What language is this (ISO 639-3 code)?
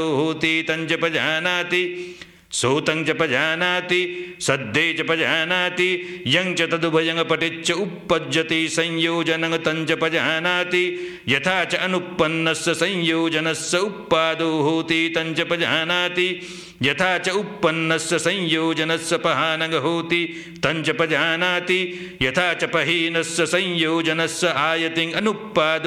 pli